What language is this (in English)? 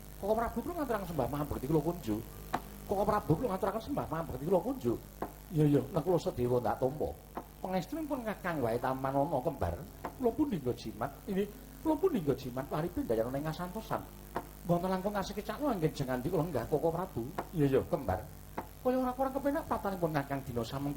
Javanese